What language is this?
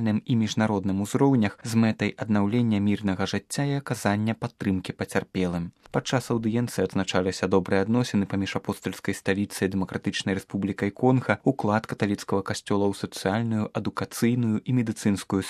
Belarusian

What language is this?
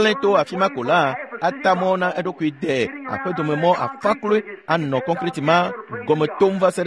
Ewe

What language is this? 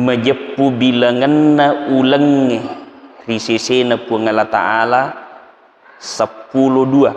Buginese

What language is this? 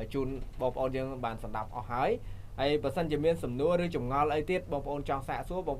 Khmer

